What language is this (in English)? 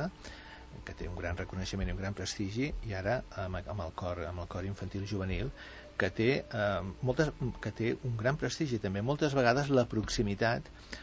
Catalan